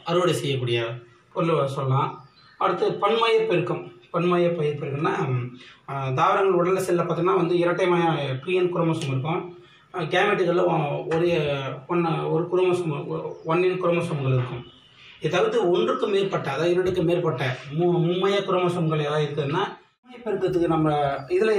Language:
Tamil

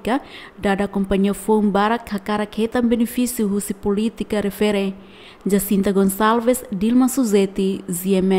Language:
Tetum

